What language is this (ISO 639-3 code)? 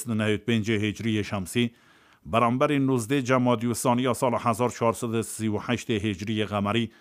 kur